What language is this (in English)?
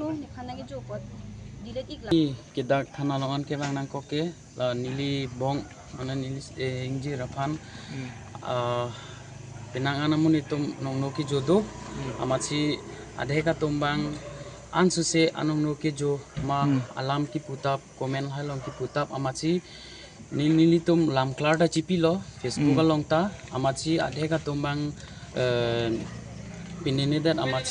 Karbi